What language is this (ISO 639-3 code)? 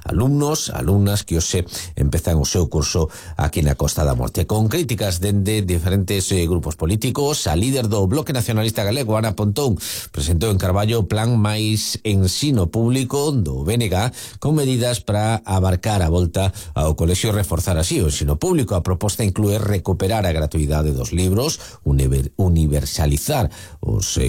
glg